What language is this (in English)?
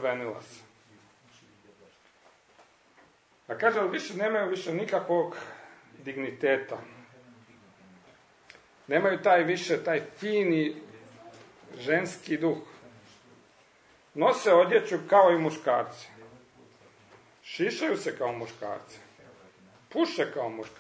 Croatian